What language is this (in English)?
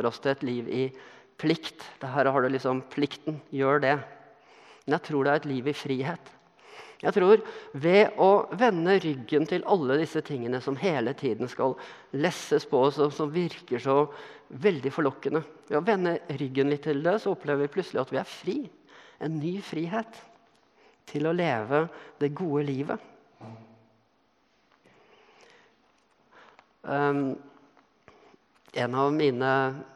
Norwegian